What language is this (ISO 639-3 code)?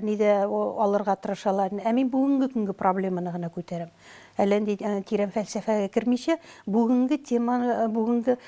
tat